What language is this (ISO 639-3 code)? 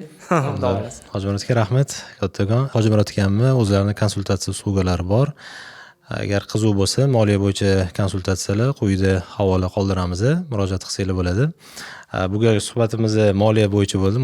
uzb